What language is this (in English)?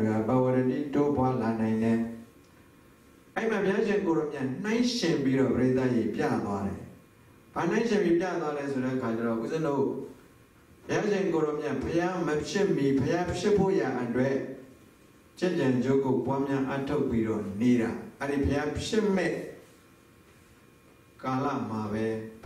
Burmese